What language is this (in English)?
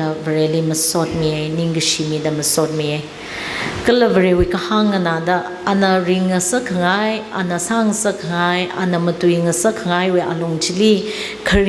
Tangkhul Naga (India)